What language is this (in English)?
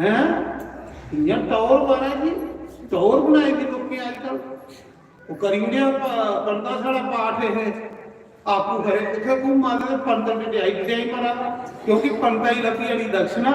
Dogri